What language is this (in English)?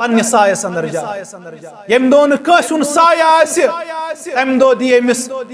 Kashmiri